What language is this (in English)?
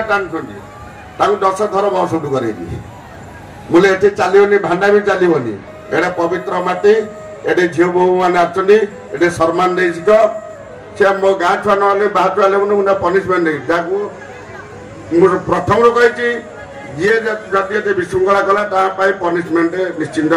Odia